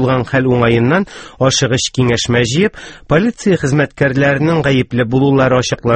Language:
Tatar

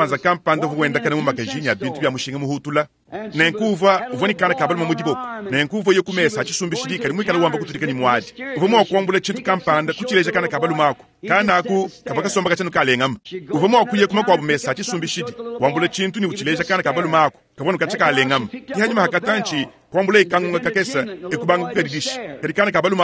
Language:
Luba-Lulua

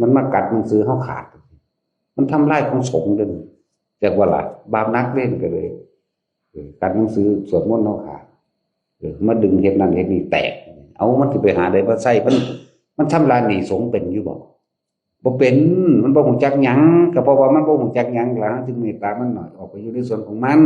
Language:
Northeastern Thai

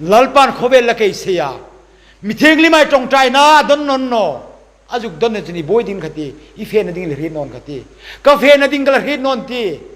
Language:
Hmar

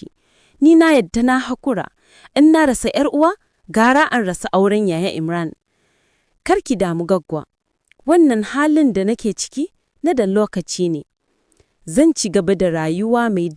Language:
Hausa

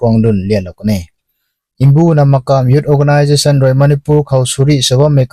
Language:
Rongmei Naga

